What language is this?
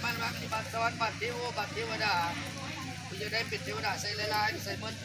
Lao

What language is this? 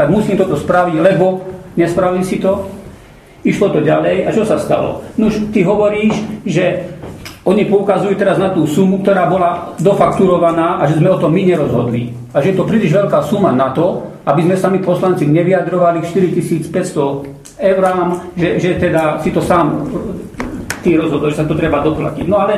Slovak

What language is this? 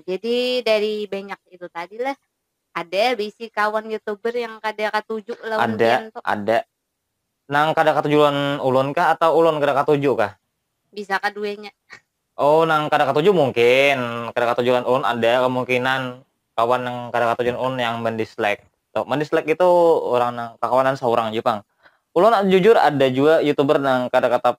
Banjar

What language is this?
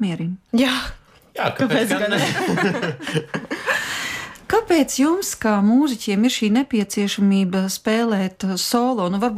Latvian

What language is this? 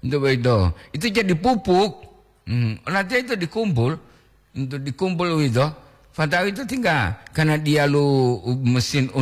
Gorontalo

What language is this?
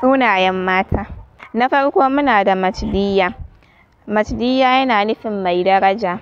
Hausa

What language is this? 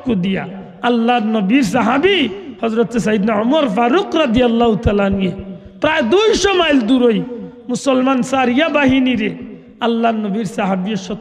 Sylheti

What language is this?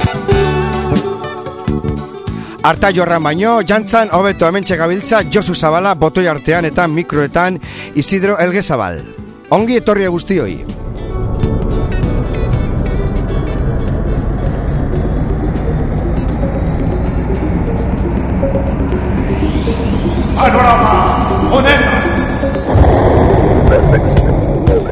Basque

